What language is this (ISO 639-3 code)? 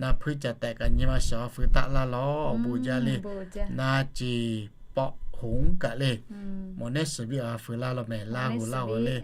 lhu